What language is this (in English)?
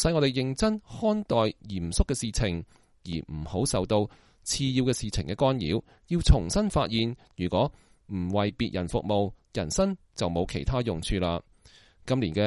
Cantonese